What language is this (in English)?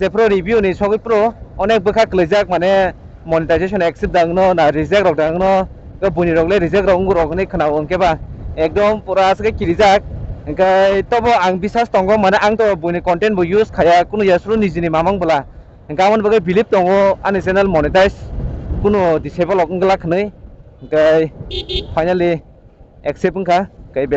Kok Borok